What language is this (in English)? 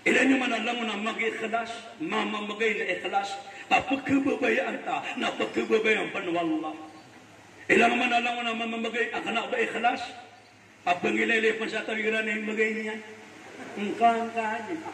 Maranao